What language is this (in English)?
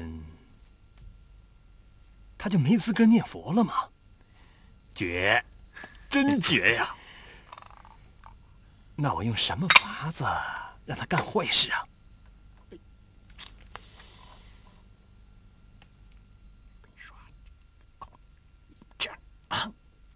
Chinese